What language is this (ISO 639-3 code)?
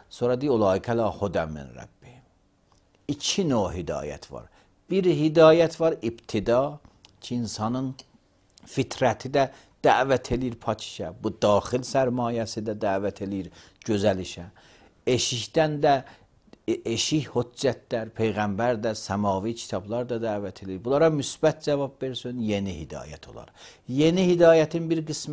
aze